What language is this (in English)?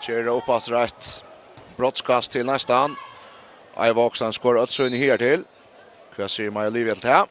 Faroese